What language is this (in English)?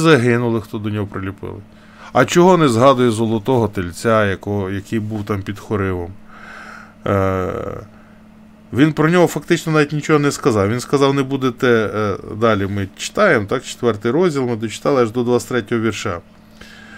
Ukrainian